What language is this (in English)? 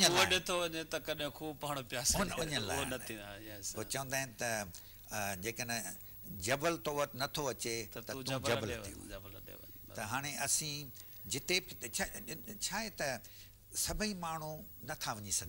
Sindhi